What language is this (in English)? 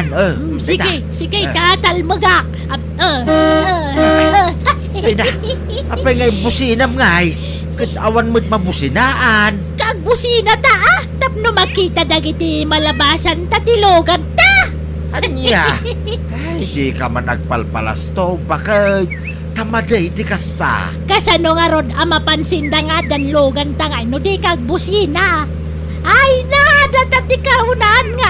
Iloko